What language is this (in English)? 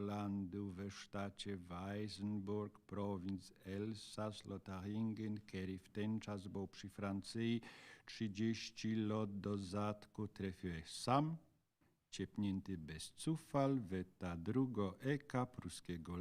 Silesian